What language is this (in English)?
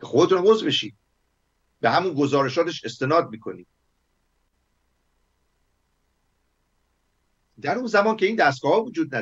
Persian